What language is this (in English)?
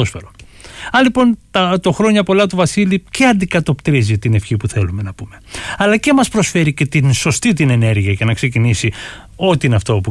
Greek